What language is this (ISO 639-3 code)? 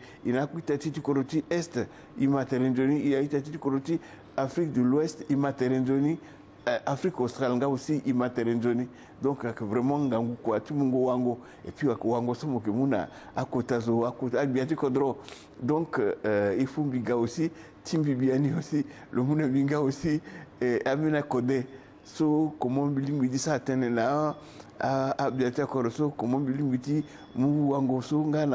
sag